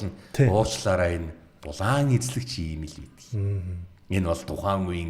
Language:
Mongolian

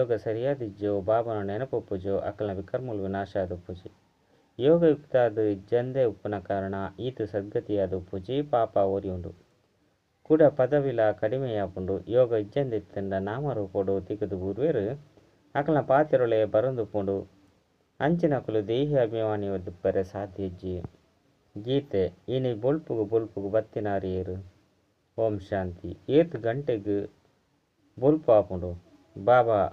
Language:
Tulu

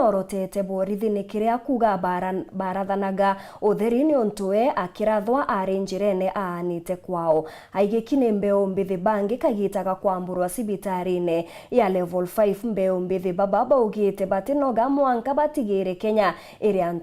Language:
Meru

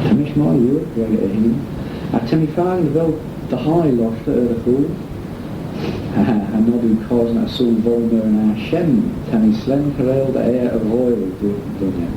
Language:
Manx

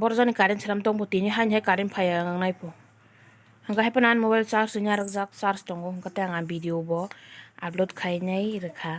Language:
Kok Borok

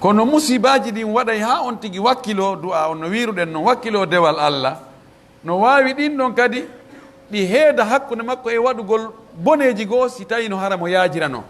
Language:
Pular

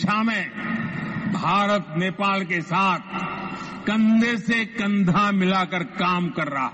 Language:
Tibetan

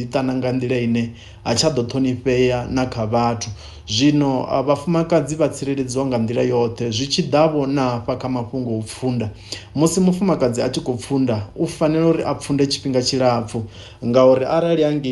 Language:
Venda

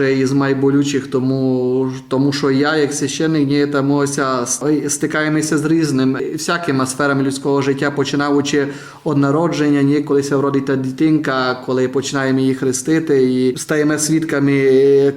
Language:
Rusyn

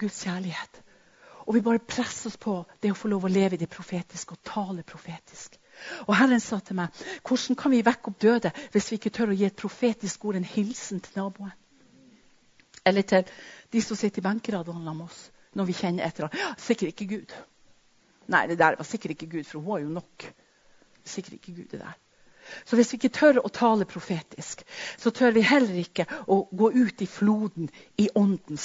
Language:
Norwegian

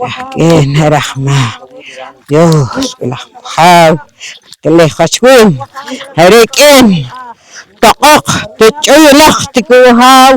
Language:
Poqomchi'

